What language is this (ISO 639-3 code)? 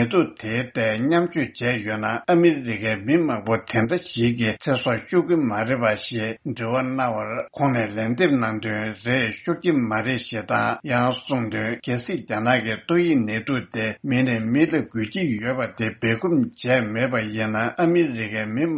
bod